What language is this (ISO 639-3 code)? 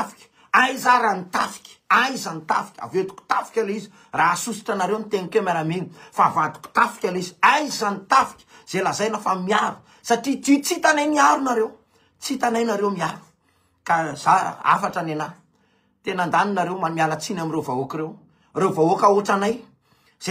mlg